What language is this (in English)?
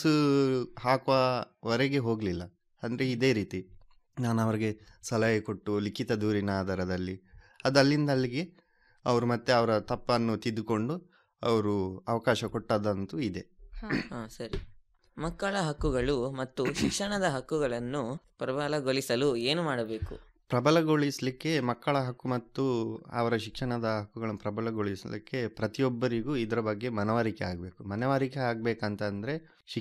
Kannada